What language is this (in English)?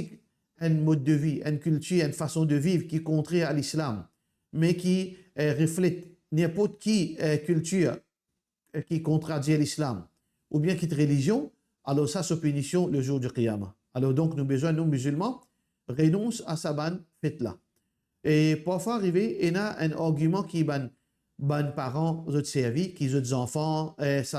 Morisyen